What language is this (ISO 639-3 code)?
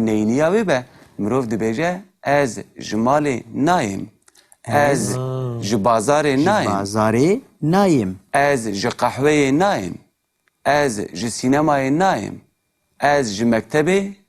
kur